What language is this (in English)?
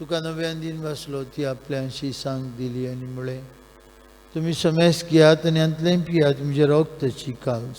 Konkani